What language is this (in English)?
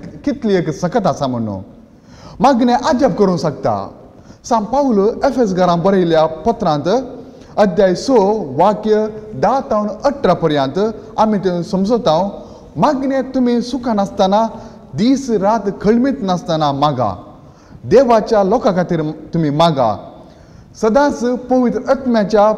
Konkani